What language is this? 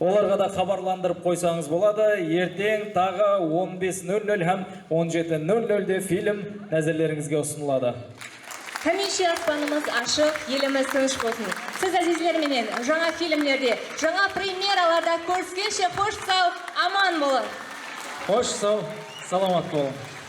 Kara-Kalpak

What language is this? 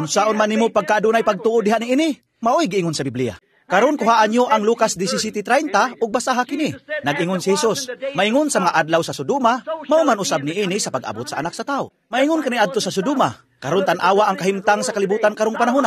Cebuano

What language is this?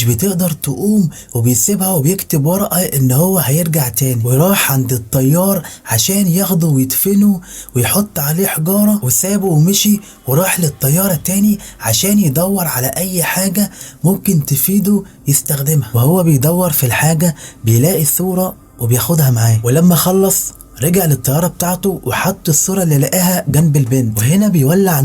Egyptian Arabic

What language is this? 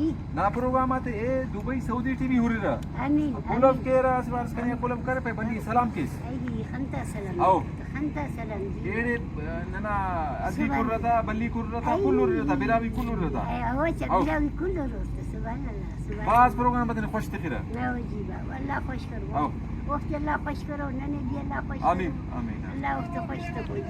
Brahui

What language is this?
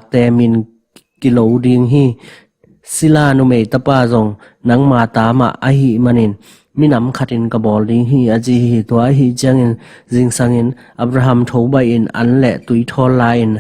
Tedim Chin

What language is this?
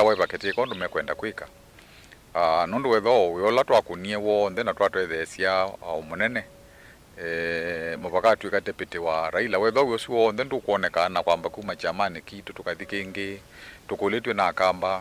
Kamba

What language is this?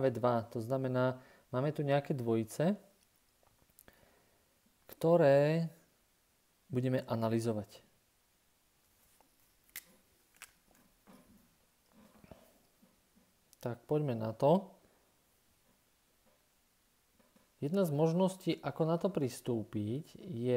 Slovak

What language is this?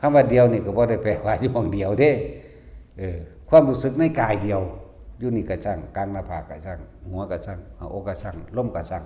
Northeastern Thai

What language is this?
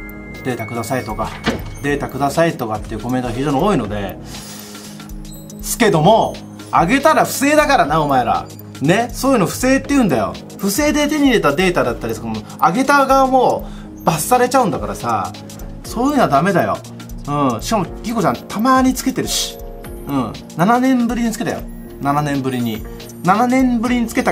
Japanese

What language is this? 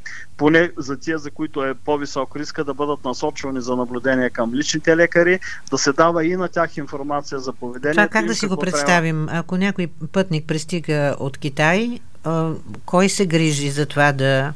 Bulgarian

